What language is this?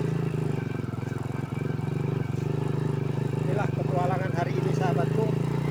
Indonesian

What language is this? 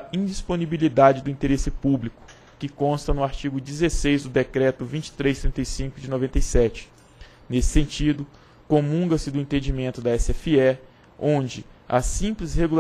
Portuguese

